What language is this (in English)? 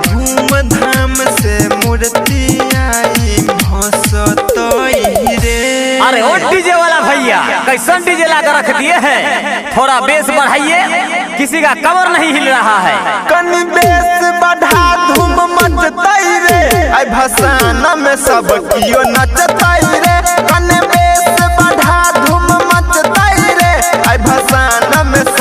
Maithili